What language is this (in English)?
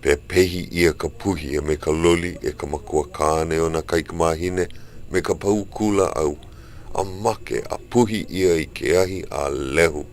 Hawaiian